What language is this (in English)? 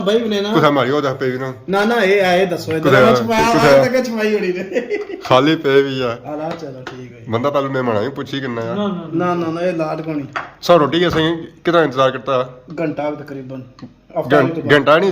Pahari-Potwari